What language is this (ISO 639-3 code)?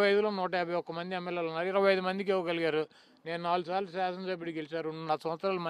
tel